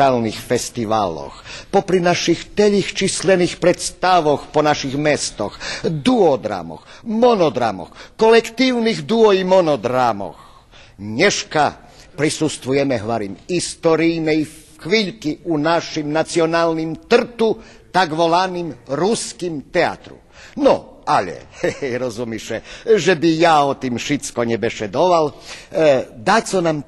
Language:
Rusyn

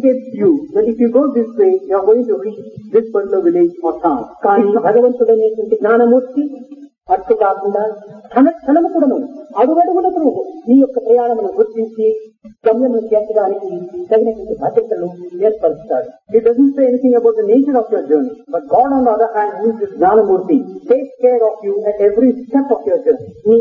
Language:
Telugu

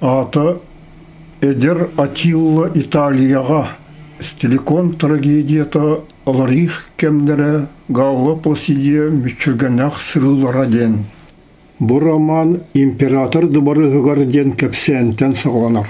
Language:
Yakut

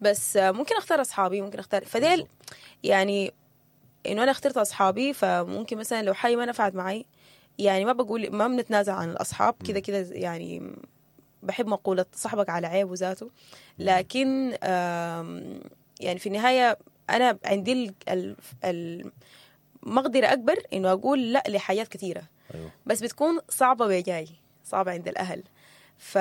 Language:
Sudanese Arabic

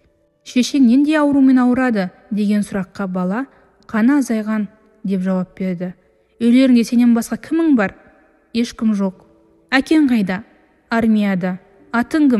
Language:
Kazakh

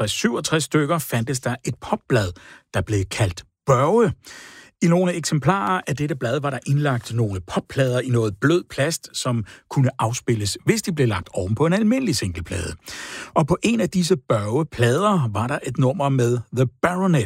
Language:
Danish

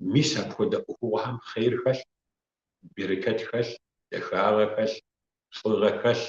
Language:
Kabardian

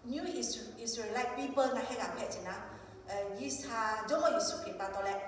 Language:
Lahu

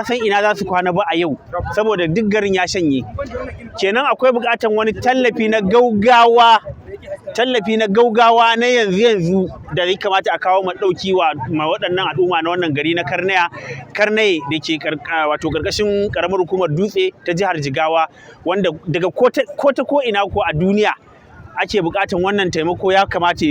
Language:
Hausa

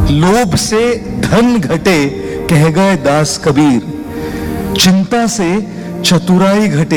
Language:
Hindi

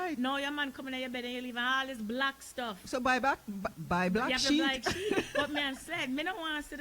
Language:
Jamaican Creole English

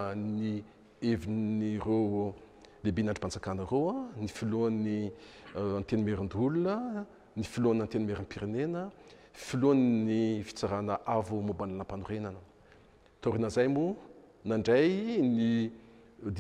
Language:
Malagasy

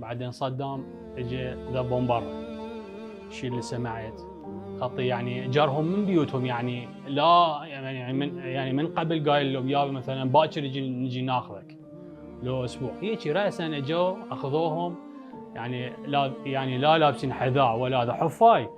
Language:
Mesopotamian Arabic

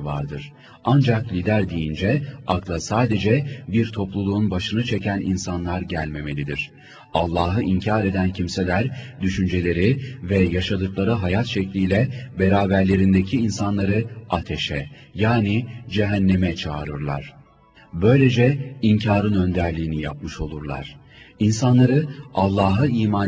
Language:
Turkish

